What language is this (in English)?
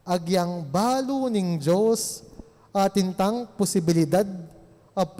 Pampanga